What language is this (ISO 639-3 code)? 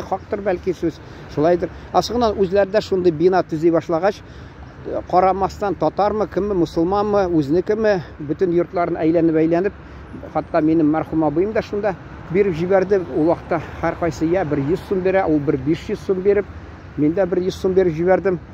tat